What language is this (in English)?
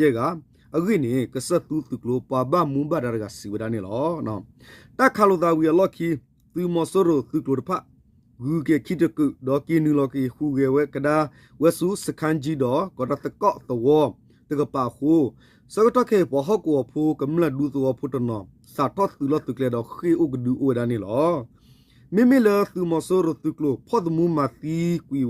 S'gaw Karen